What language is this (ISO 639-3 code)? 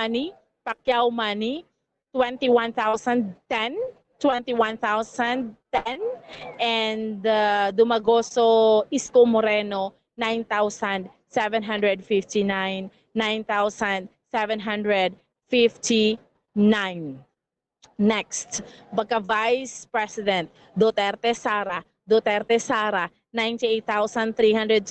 hil